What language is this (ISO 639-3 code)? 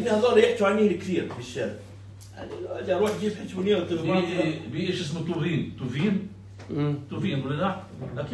apc